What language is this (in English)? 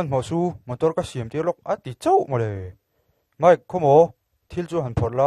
Mizo